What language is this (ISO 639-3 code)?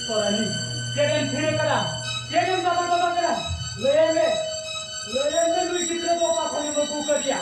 sat